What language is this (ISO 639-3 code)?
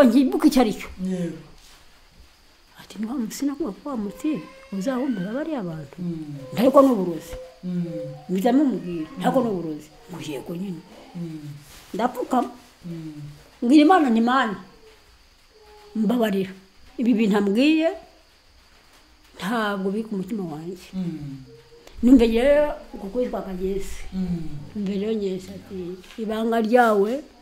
kin